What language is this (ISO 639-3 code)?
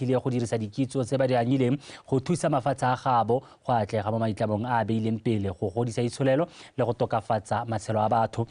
tsn